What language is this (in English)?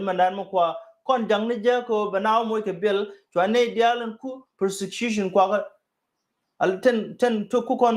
Nuer